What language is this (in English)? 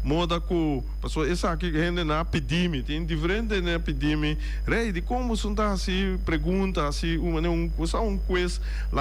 Papiamento